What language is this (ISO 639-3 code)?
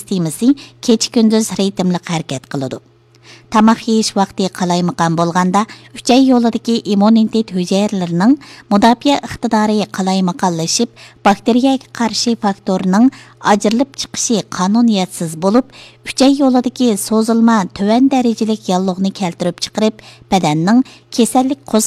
uig